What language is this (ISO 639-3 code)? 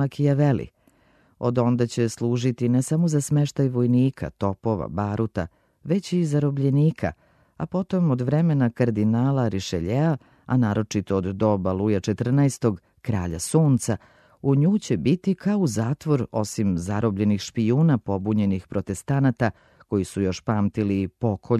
srp